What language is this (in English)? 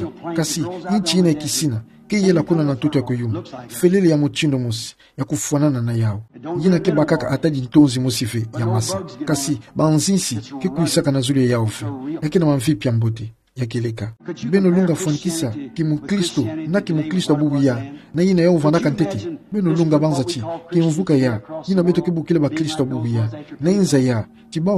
Kituba (Democratic Republic of Congo)